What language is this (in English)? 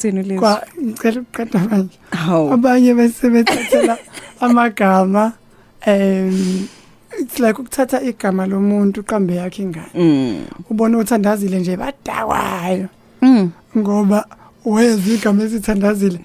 Zulu